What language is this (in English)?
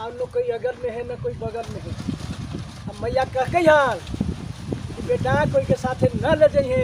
Magahi